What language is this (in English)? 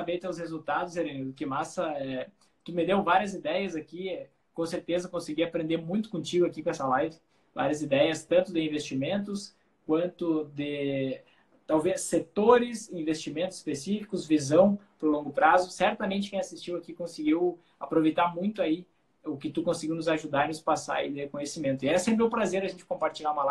Portuguese